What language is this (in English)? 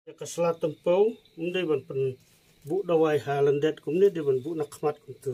Khasi